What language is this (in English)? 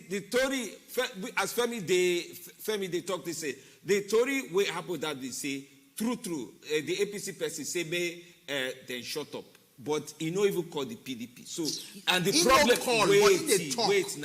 Nigerian Pidgin